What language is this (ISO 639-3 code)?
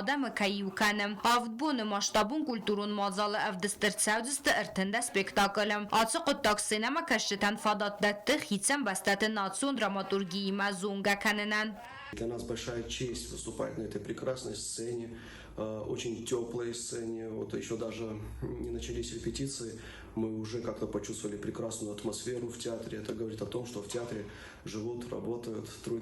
oss